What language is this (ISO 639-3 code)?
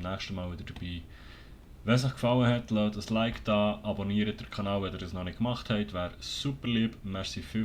gsw